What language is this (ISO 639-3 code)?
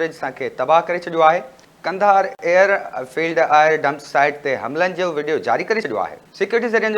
snd